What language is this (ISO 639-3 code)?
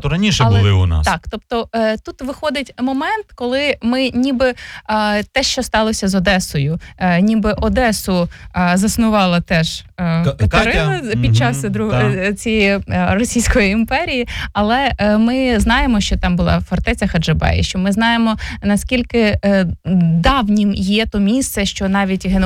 ukr